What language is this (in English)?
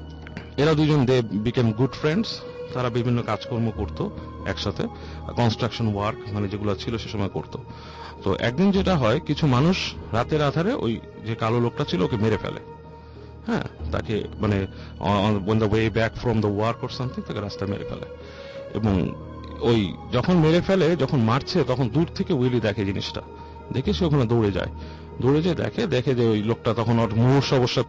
Bangla